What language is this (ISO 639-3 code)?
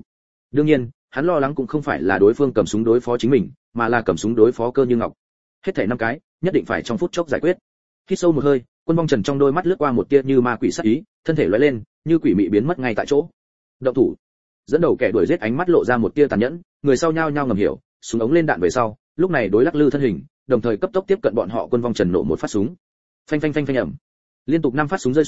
vie